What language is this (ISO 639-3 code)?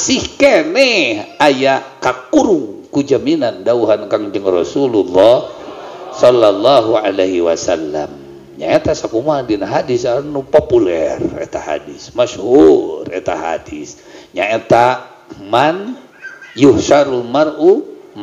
sun